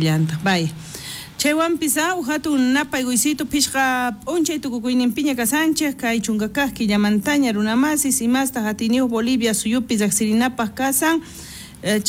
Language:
South Bolivian Quechua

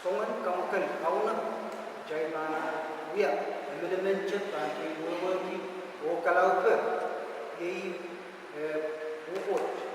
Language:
Pohnpeian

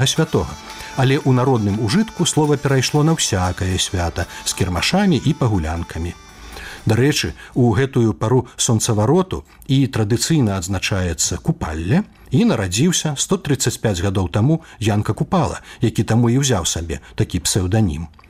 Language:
Belarusian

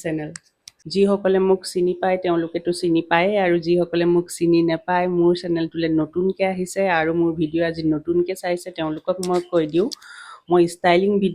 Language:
Assamese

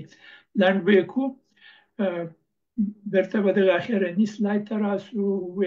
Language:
Pashto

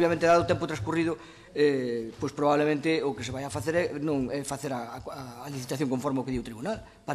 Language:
Galician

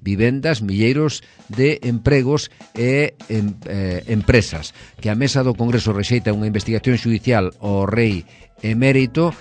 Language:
Galician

